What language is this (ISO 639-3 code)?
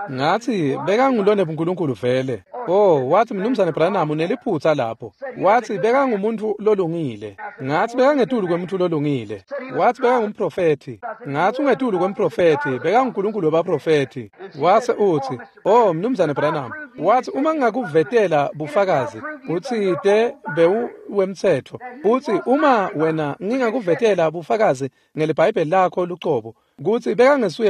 ssw